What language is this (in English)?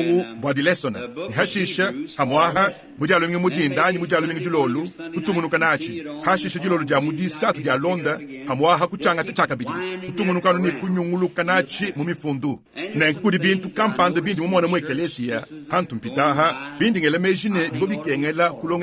Luba-Lulua